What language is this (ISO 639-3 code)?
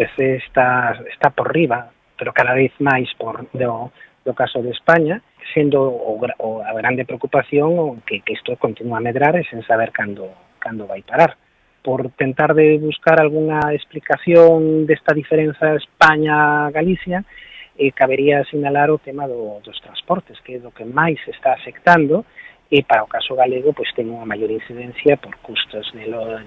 glg